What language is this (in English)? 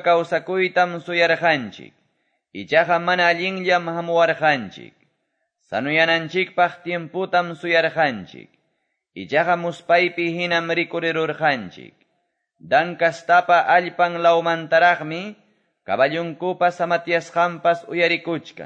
Quechua